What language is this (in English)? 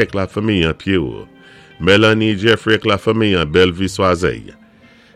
Saint Lucian Creole French